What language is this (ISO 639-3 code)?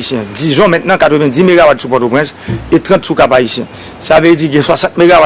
hat